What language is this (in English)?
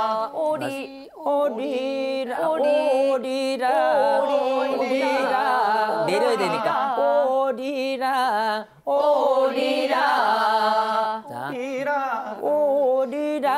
Korean